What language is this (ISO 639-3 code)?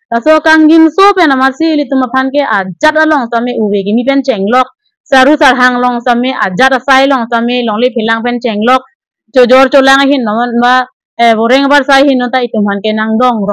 mjw